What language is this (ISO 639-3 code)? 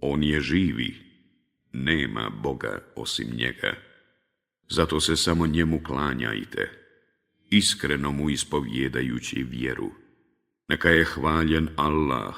bos